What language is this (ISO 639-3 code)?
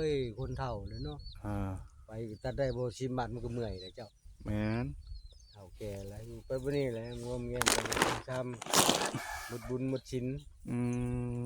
tts